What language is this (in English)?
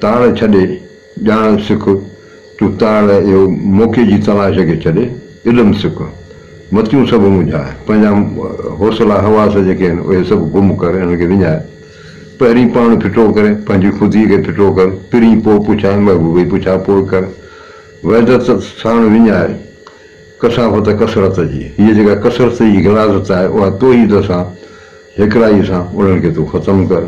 Sindhi